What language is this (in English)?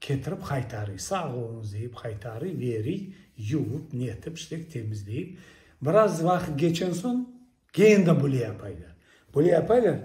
Crimean Tatar